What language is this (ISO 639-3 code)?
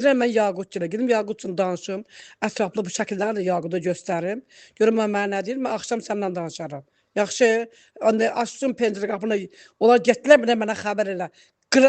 aze